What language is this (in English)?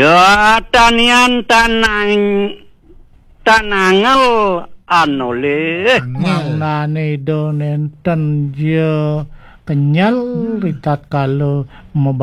Balinese